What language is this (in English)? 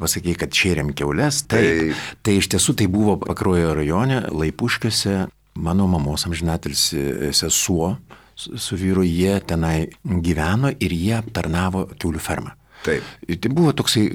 Lithuanian